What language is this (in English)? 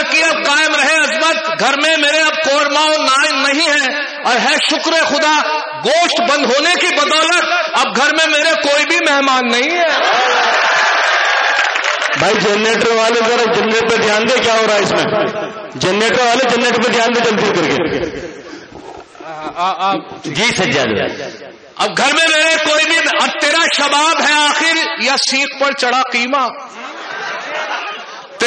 Urdu